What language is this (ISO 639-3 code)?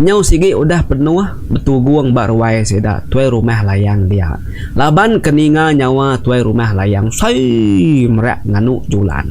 iba